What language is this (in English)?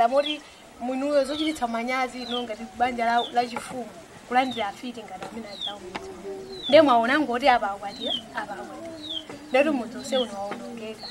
Nyanja